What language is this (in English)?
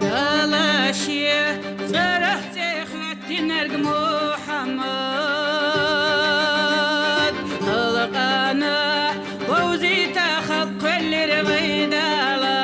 Chechen